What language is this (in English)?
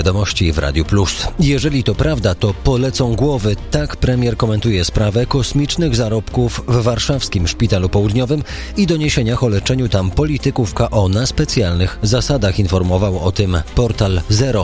Polish